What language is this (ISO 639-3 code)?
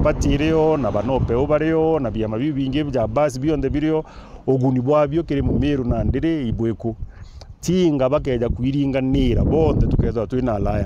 mer